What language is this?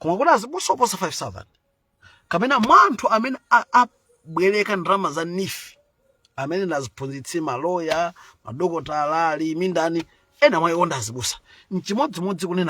Nyanja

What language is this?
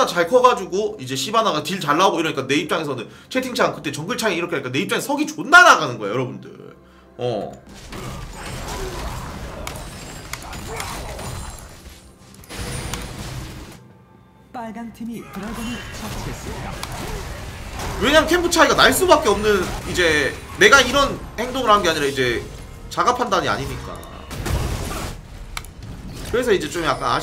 Korean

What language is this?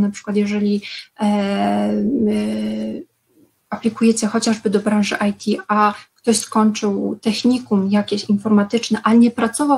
Polish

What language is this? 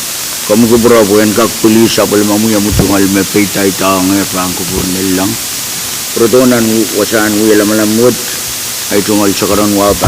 Pohnpeian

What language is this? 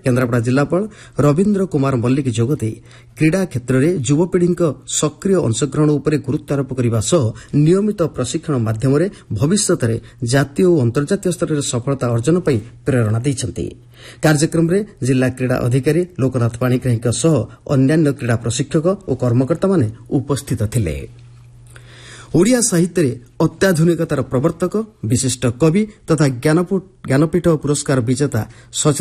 Odia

